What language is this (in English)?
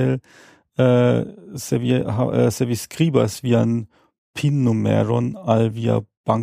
Esperanto